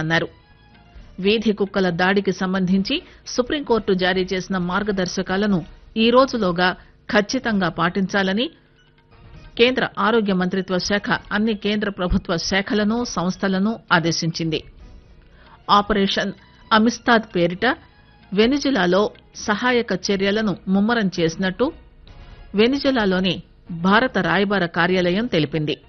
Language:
Telugu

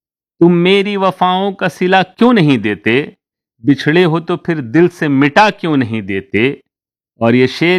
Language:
Urdu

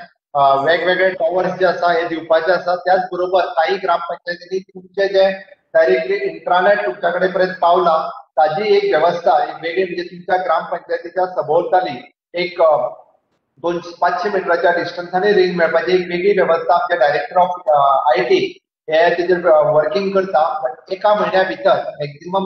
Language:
Konkani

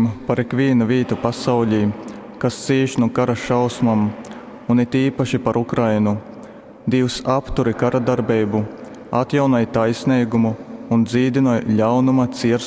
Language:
Latgalian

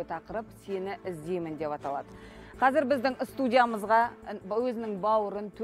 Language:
Kazakh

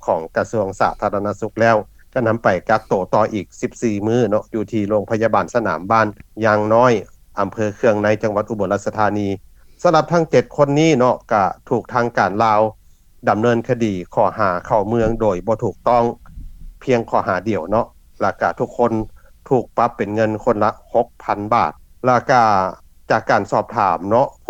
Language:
Lao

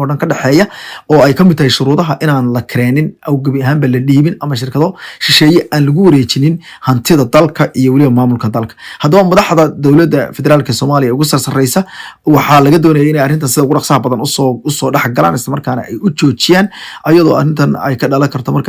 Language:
Somali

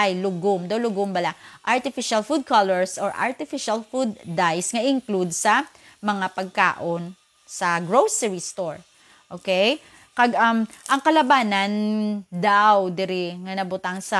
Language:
Hiligaynon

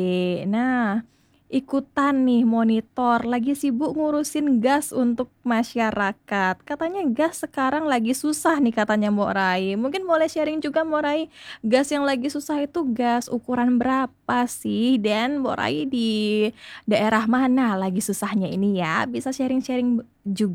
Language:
Indonesian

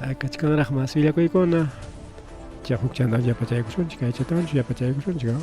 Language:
Ayacucho Quechua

